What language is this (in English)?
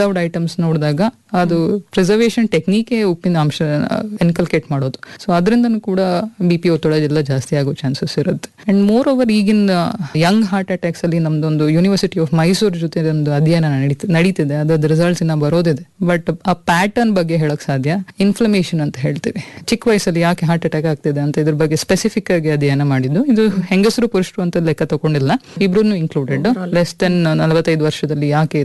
Kannada